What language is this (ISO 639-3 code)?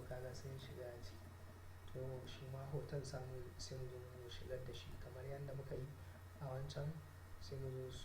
hau